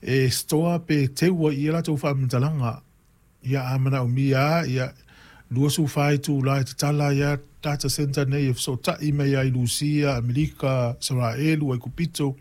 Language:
Samoan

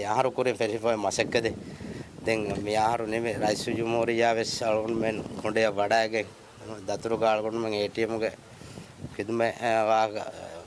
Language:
Divehi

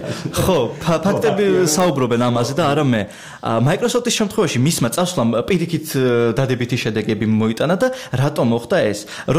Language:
Georgian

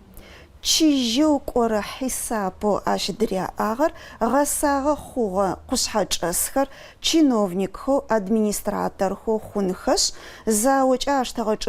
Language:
Adyghe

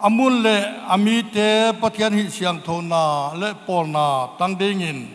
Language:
Paite Chin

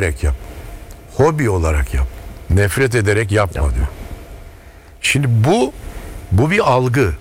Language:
Turkish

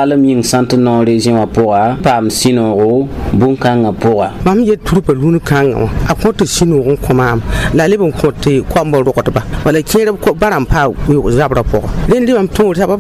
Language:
Mossi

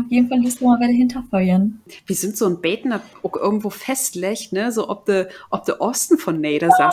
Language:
Low German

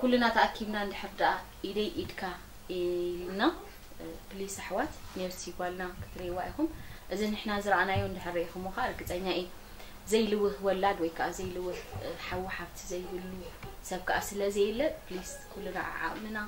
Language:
Tigrinya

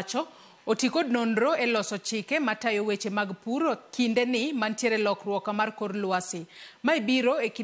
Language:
Luo (Kenya and Tanzania)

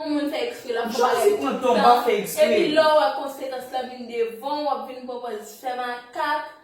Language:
Haitian Creole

